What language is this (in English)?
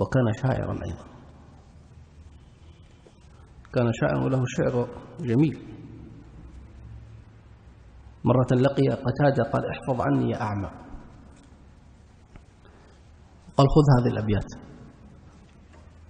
Arabic